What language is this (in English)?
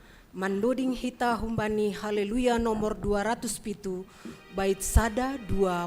Batak Simalungun